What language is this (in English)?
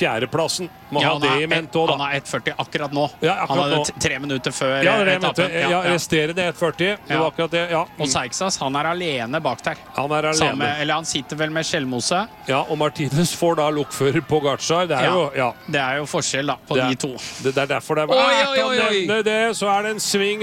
Norwegian